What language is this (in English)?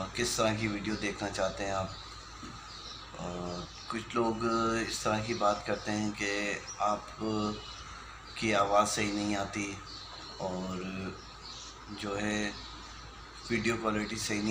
Hindi